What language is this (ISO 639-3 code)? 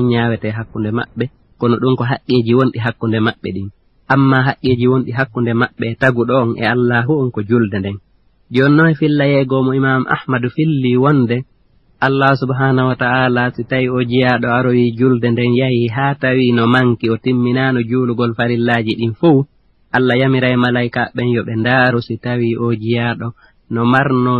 ful